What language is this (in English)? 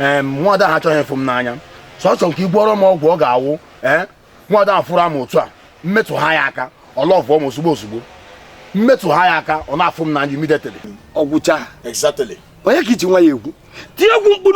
Igbo